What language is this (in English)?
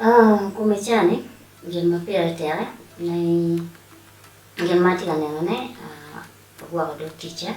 Acoli